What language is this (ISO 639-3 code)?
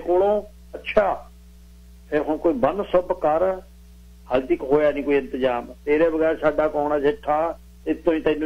pan